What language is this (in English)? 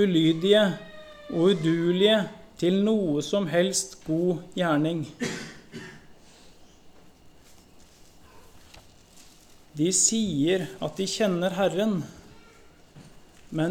Norwegian